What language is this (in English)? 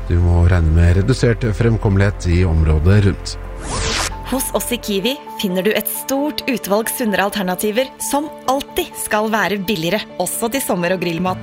Norwegian